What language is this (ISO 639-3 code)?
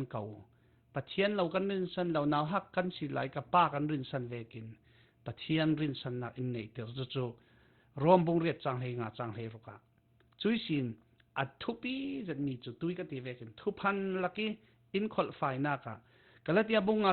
cfm